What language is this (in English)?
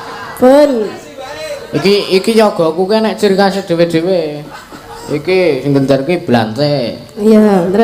Javanese